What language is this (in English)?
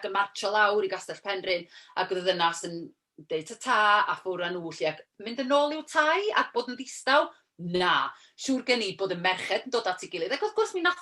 Welsh